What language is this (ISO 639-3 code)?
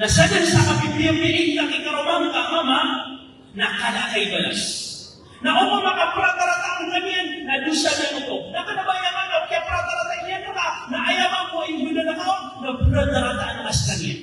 mrw